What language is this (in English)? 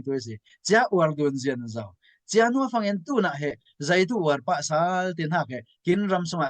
Falam Chin